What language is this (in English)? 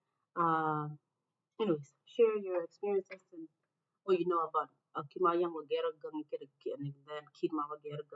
Acoli